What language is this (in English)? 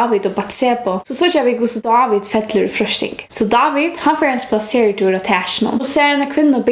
Faroese